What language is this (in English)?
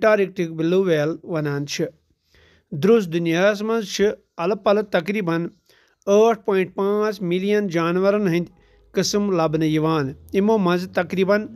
Kashmiri